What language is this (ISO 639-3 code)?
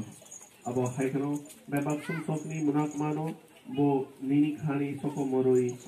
trp